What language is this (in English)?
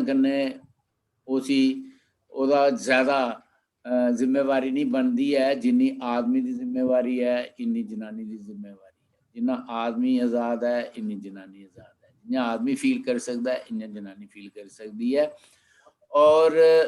Dogri